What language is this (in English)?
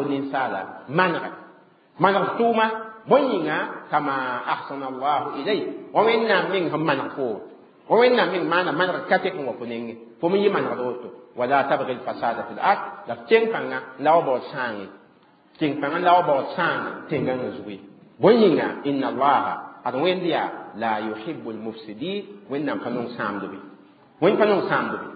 Mossi